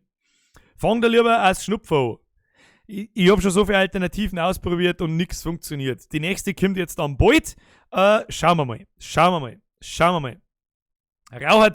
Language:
Bavarian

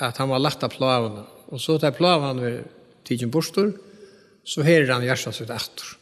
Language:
Faroese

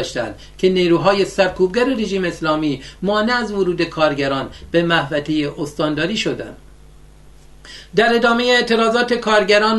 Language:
Persian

